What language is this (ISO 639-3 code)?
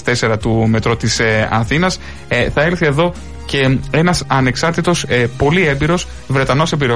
ell